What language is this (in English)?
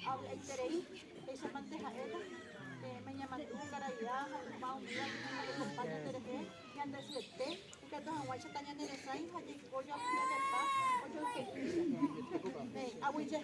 Guarani